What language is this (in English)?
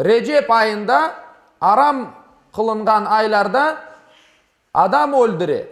Crimean Tatar